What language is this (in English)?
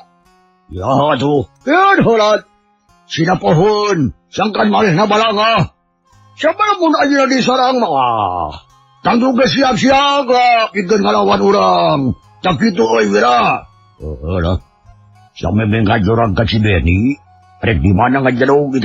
Sundanese